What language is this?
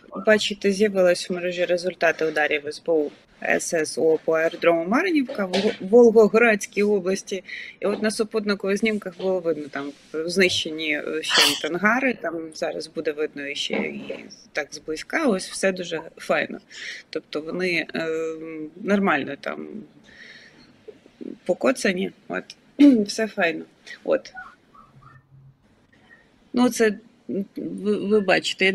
Ukrainian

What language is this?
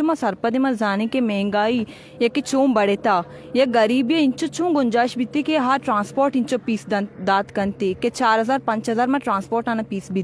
Baluchi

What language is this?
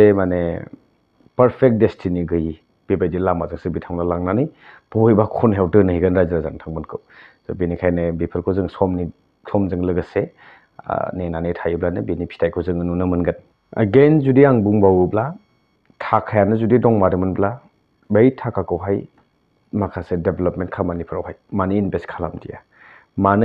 Bodo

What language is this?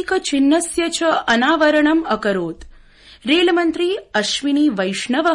Sanskrit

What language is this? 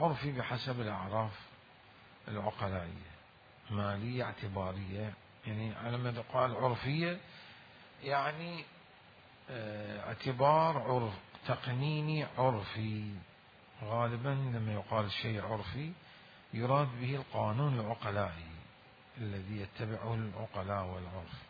Mesopotamian Arabic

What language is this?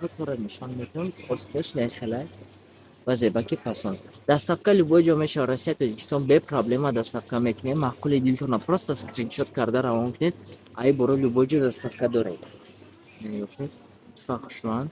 Tajik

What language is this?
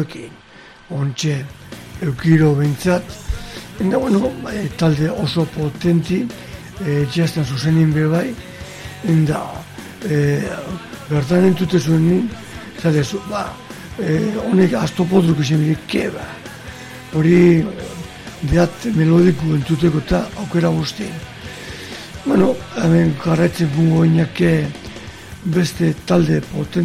Basque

